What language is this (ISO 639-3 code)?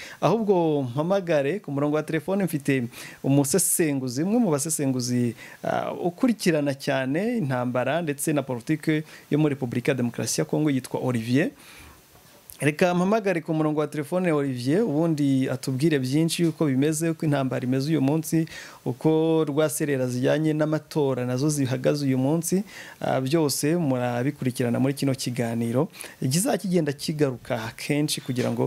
kin